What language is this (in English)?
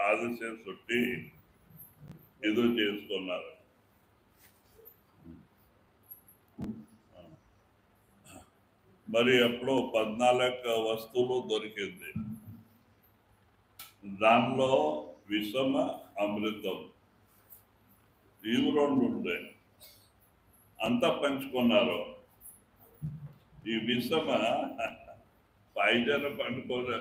Telugu